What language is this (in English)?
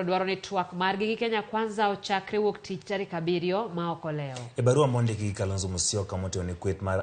Luo (Kenya and Tanzania)